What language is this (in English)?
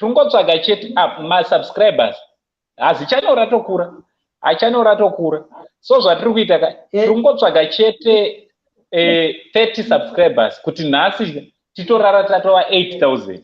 Shona